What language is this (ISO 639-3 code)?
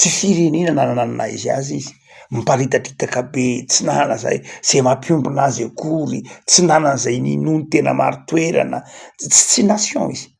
mlg